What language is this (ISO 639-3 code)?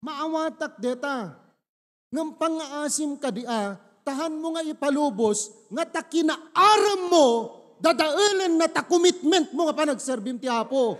ilo